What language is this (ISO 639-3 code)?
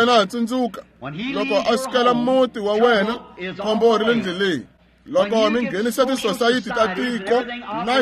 tso